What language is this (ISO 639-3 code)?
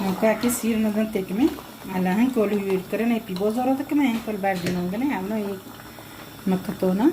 kur